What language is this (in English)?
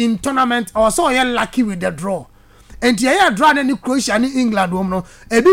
Akan